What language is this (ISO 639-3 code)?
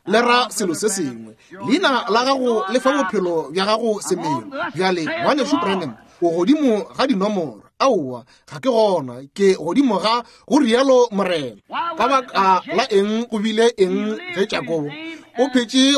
nso